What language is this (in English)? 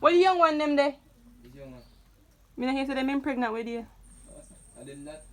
Jamaican Creole English